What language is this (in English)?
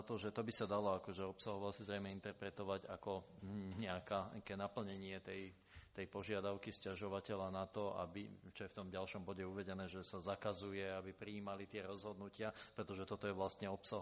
Slovak